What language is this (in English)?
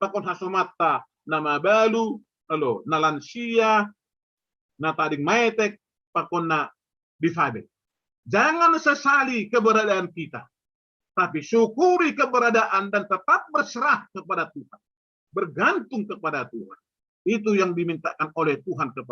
Batak Simalungun